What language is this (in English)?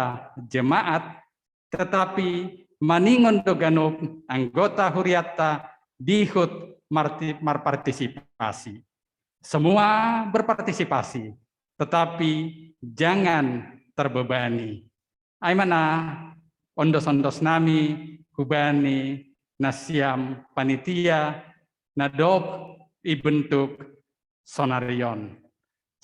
Batak Simalungun